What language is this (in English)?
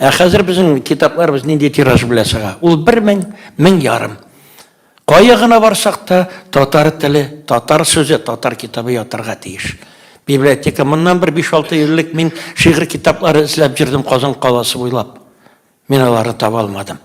Tatar